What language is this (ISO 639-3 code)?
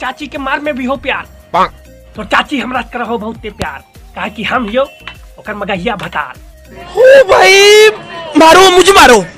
mag